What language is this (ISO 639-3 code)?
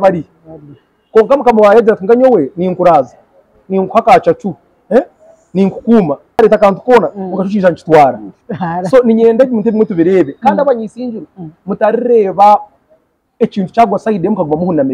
nyn